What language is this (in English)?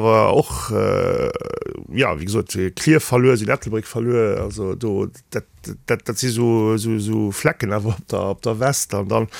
Luxembourgish